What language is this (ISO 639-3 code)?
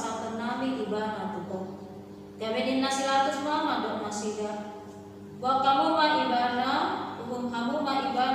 bbc